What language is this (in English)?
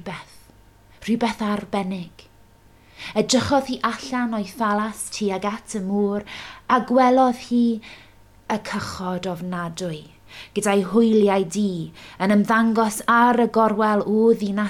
Welsh